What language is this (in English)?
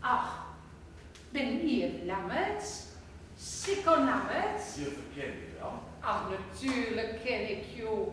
Gronings